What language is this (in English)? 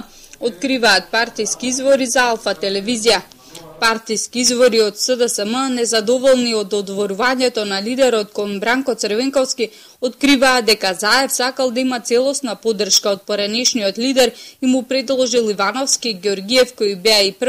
Macedonian